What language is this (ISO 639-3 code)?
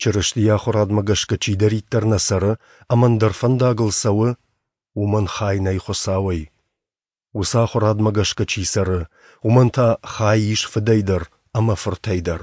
oss